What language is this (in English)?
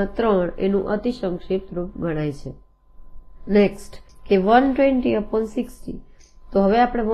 Gujarati